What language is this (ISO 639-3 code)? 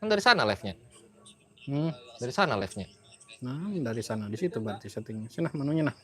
bjn